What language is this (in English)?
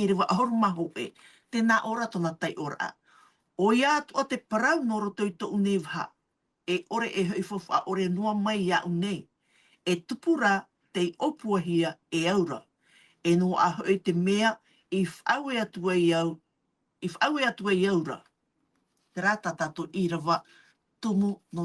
Tahitian